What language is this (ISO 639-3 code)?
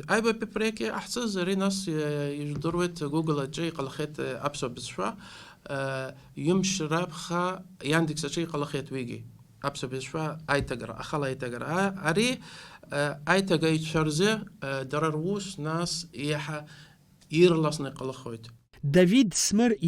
abk